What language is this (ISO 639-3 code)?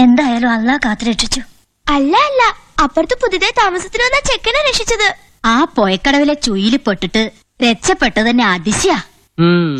mal